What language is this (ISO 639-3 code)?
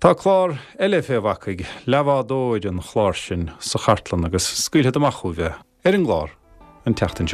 gle